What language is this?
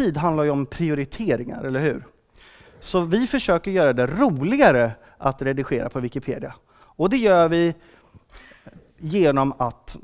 Swedish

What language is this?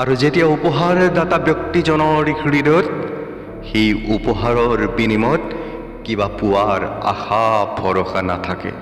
Assamese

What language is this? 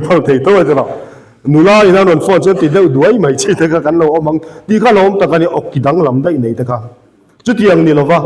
Mizo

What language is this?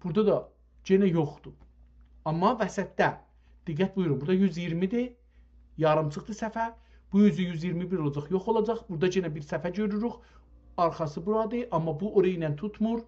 South Azerbaijani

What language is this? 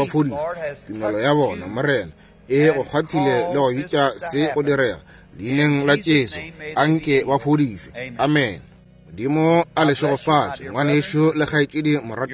Northern Sotho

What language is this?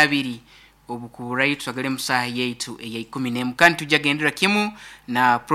Nyoro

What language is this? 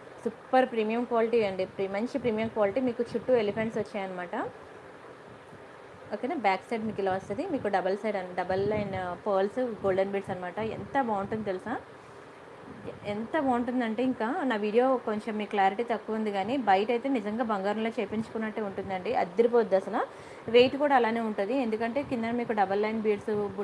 Telugu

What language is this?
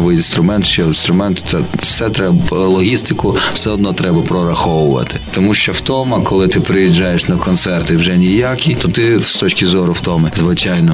Ukrainian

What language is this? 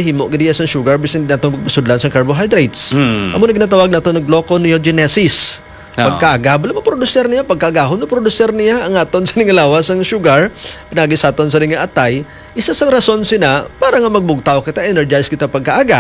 Hiligaynon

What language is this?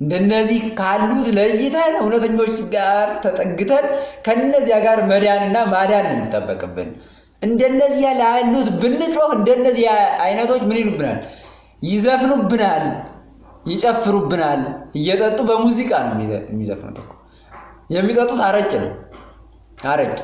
Amharic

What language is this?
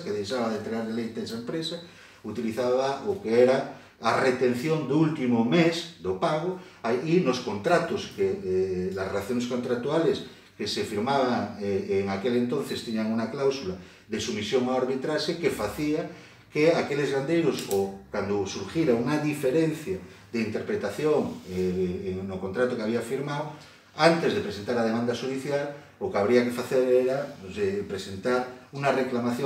Galician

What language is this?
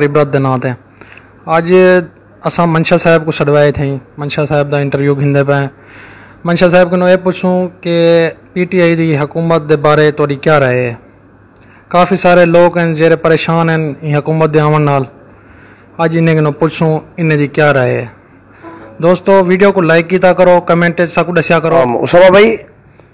Saraiki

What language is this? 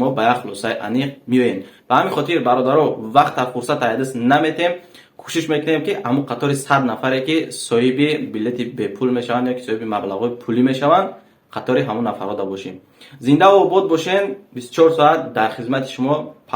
Tajik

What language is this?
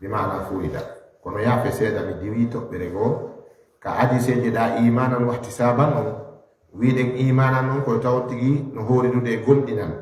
Fula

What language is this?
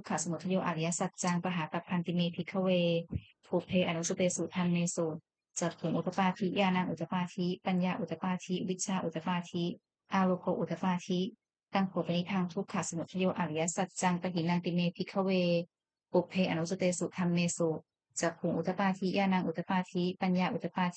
Pali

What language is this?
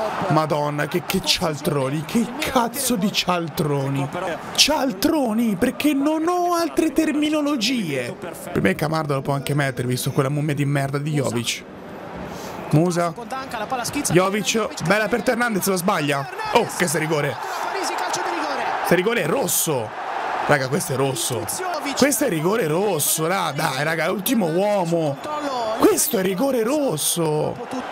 Italian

